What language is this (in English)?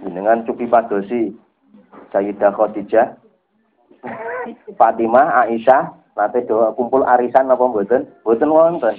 Javanese